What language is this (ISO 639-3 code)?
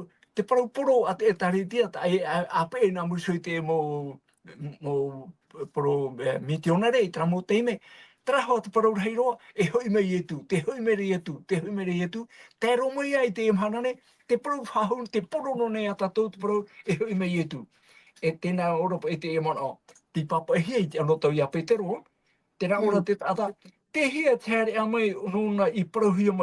tah